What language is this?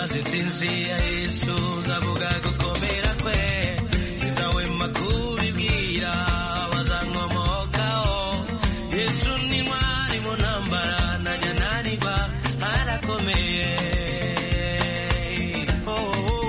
Kinyarwanda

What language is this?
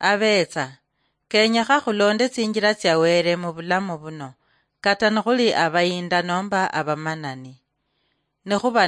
Luyia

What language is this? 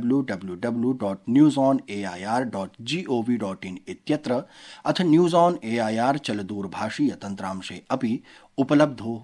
Sanskrit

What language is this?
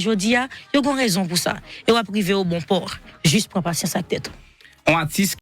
Haitian Creole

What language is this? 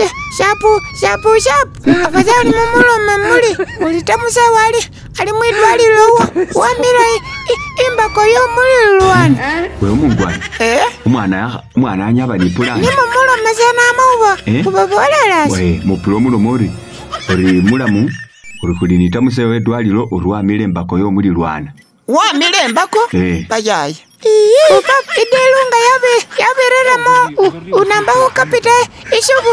Masaaba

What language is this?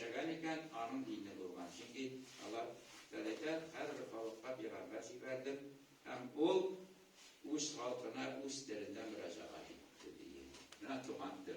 Tatar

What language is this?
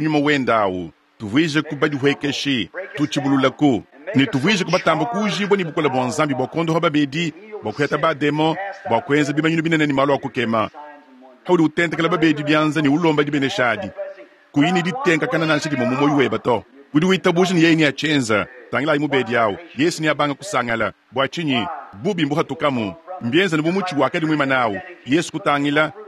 Luba-Lulua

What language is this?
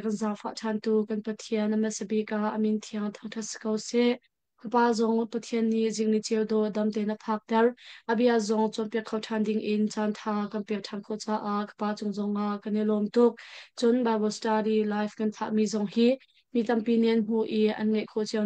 Hakha Chin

